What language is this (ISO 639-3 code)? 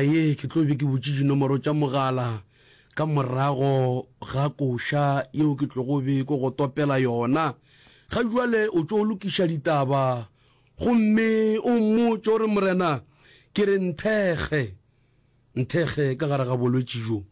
nso